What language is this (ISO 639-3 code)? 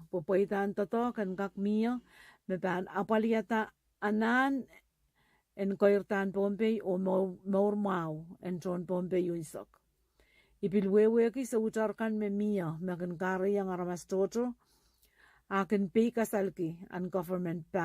pon